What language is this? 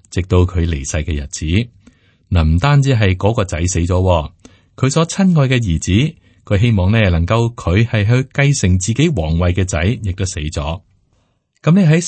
Cantonese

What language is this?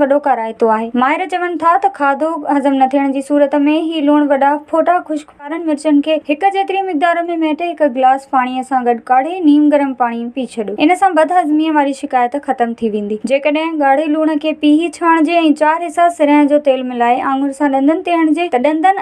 Sindhi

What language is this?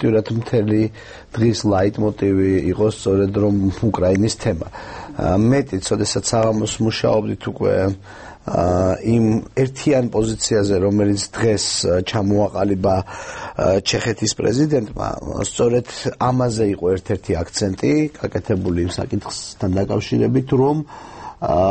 Georgian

